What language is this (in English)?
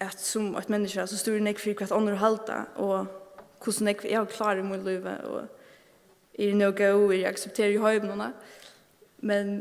Faroese